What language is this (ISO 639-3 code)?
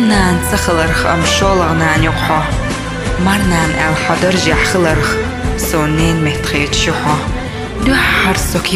che